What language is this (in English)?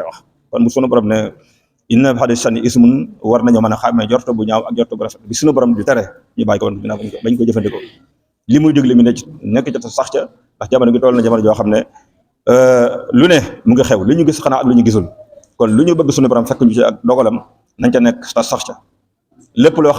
Wolof